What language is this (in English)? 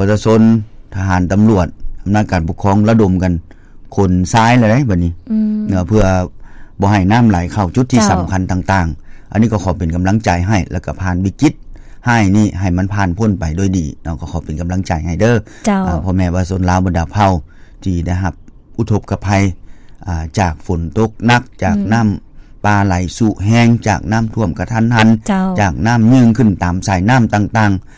Lao